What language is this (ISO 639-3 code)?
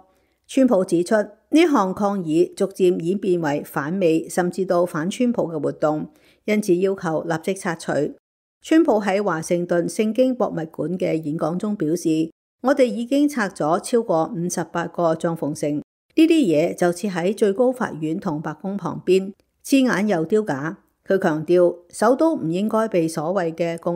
yue